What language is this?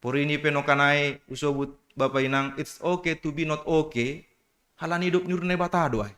Batak Simalungun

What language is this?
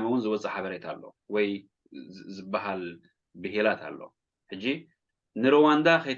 Tigrinya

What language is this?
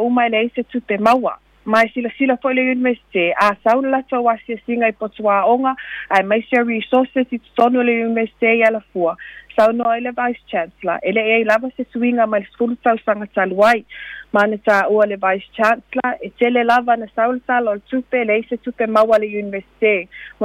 Samoan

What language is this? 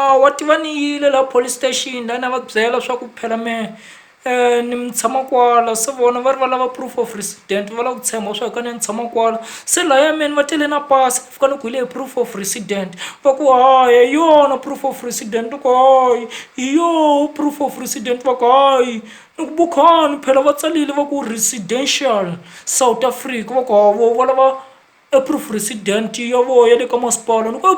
Tsonga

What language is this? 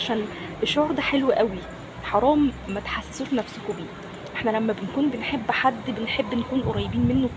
Egyptian Arabic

